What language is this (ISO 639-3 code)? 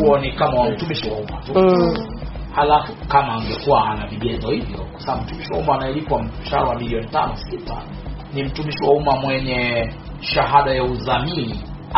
swa